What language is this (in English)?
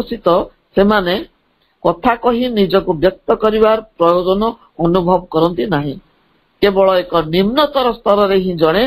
Odia